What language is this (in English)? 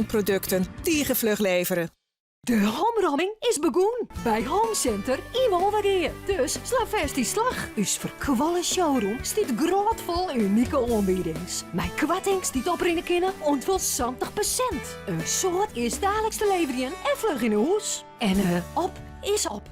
Western Frisian